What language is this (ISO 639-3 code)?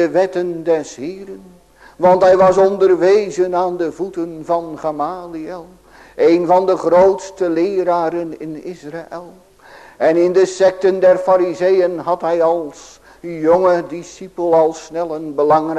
nld